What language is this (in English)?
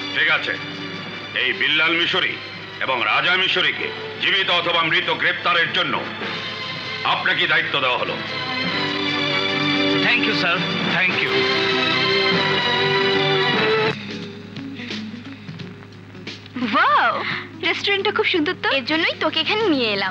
Bangla